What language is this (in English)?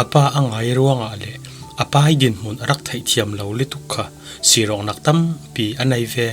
Falam Chin